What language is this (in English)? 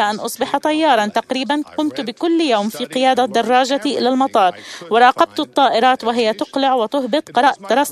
Arabic